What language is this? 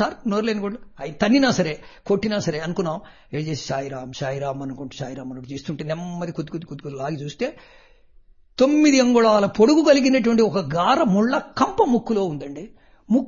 Telugu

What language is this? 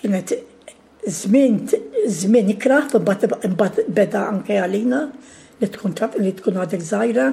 Maltese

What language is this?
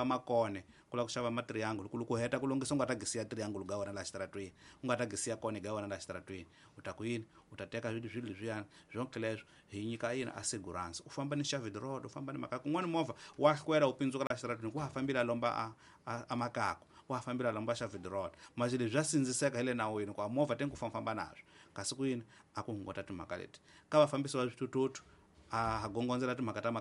Tsonga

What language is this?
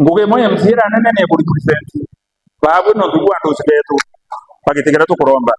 Meru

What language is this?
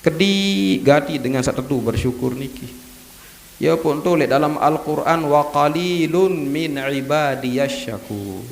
Sasak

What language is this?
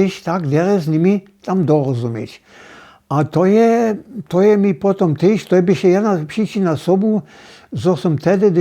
Upper Sorbian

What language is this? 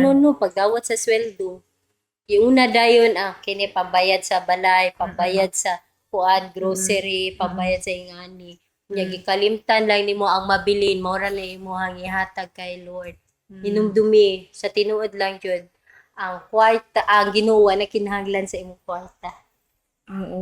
Cebuano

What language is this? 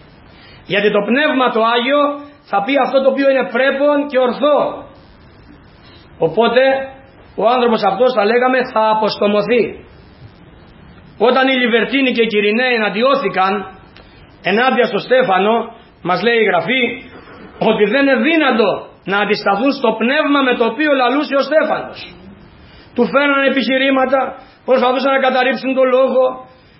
Greek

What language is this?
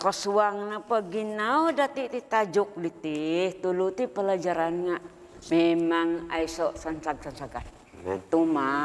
Central Dusun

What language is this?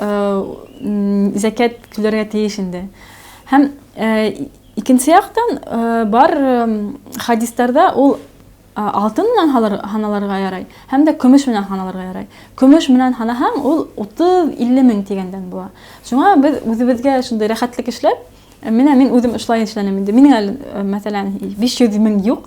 Bashkir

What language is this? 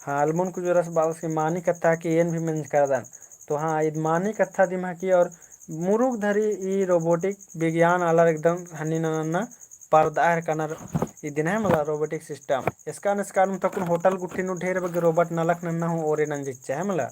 Kurukh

